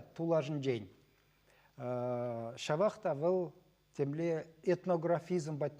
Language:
Chuvash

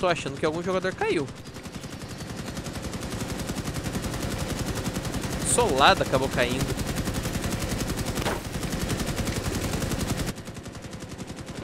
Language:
Portuguese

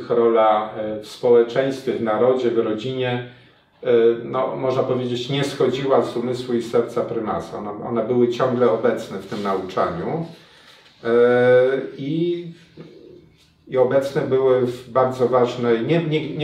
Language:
Polish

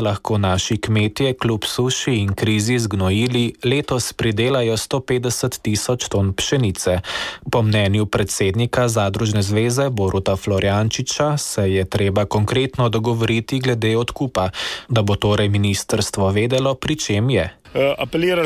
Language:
Slovenian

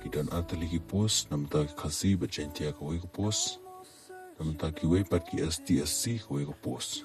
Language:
Khasi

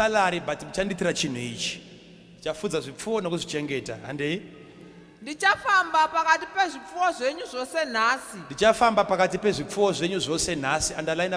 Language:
Shona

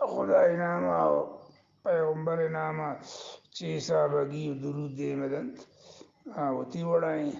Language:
Eastern Balochi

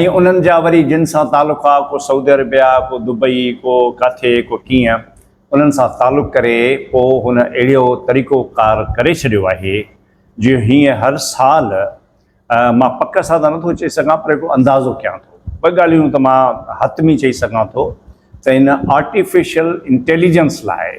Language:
Sindhi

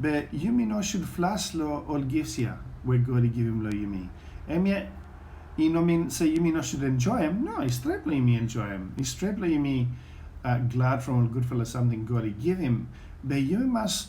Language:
Bislama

